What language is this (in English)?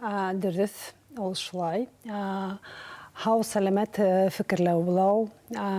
Bashkir